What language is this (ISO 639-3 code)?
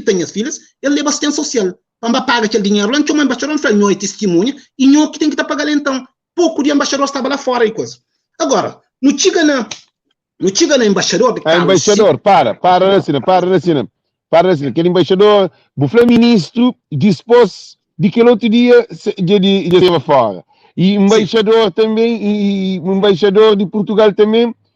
kea